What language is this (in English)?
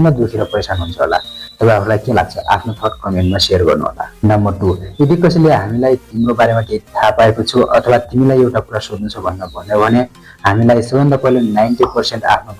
Nepali